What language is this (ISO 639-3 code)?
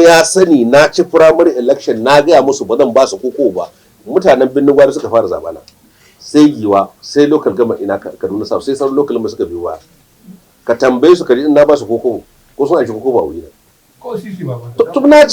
hau